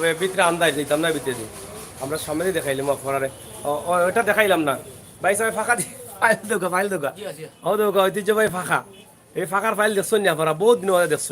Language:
Sylheti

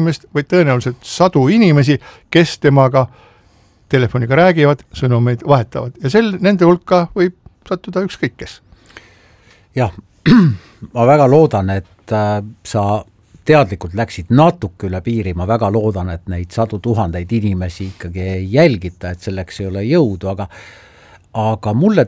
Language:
Estonian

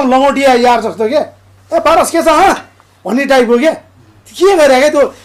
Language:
Nepali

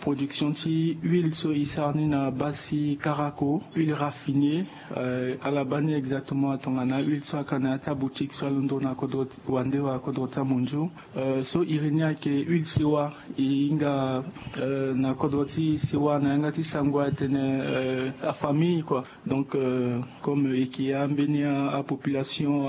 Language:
Sango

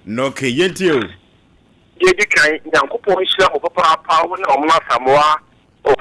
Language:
Akan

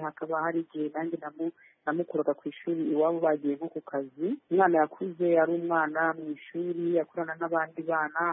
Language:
Kinyarwanda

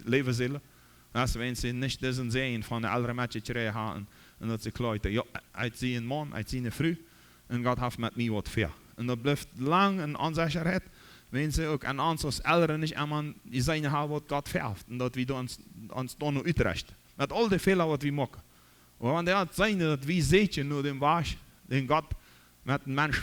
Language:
Plautdietsch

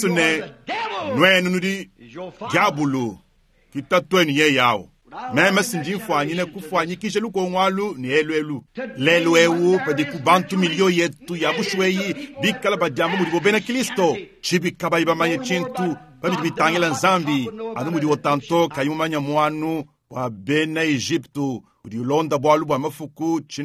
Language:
Luba-Lulua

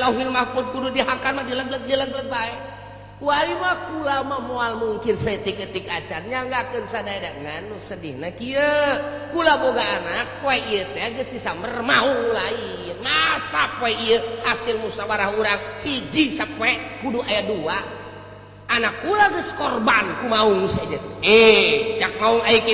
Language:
Sundanese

